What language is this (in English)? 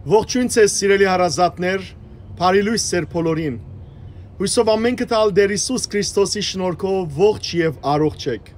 Western Armenian